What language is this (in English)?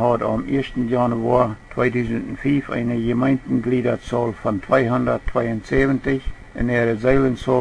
Plautdietsch